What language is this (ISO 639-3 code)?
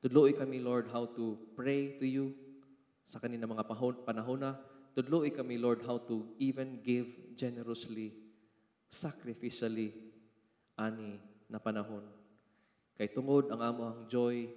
ceb